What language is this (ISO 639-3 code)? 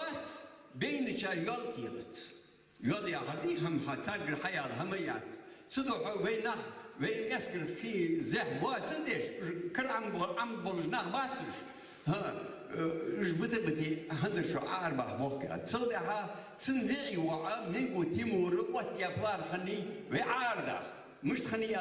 inh